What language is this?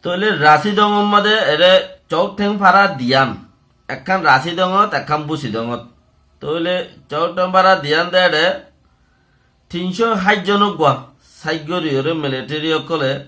Rohingya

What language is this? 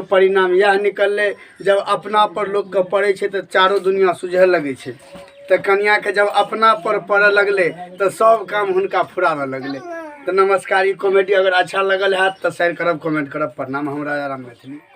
Maithili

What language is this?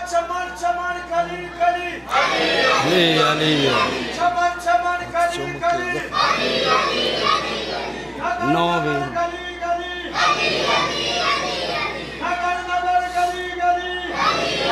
Urdu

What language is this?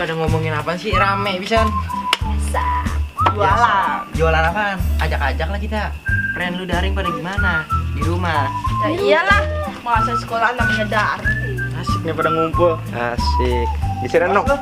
Betawi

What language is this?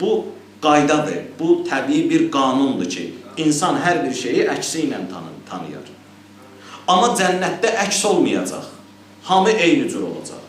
Azerbaijani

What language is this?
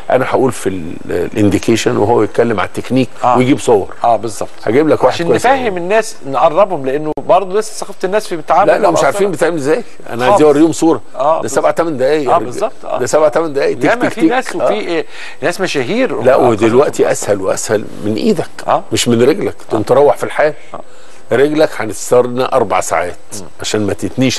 Egyptian Arabic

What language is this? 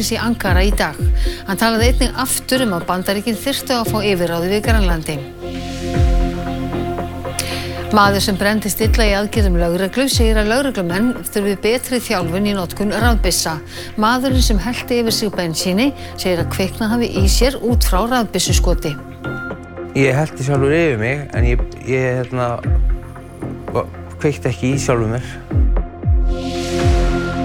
Icelandic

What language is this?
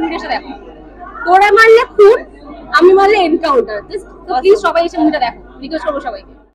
Bangla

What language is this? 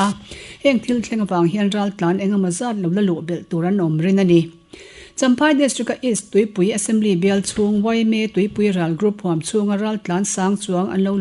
Mizo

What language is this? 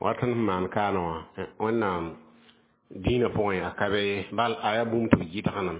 Mossi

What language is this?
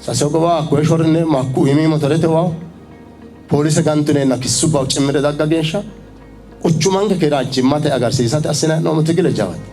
Sidamo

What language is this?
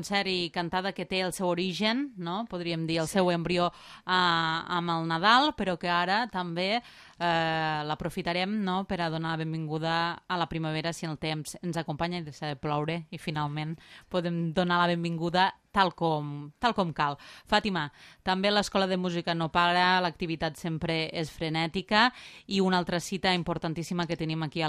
Catalan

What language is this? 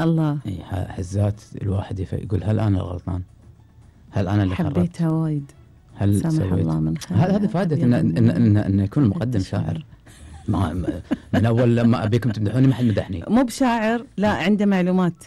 Gulf Arabic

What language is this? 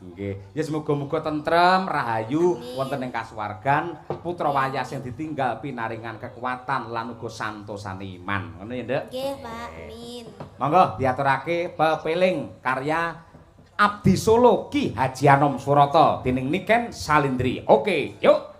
Javanese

